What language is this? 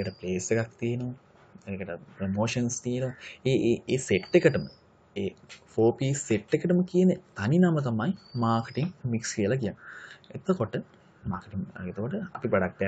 Sinhala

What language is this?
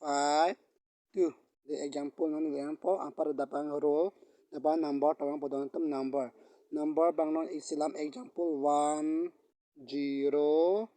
Karbi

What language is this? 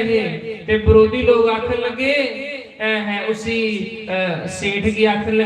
Dogri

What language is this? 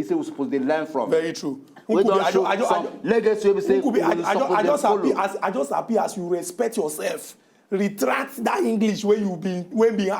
Nigerian Pidgin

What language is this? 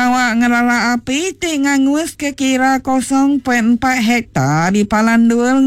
Iban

